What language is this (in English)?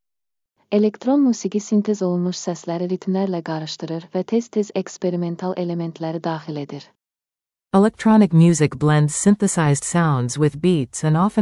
Azerbaijani